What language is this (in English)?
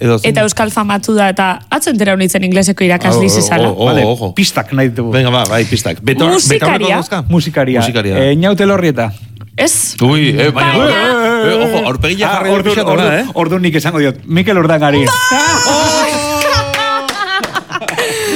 Basque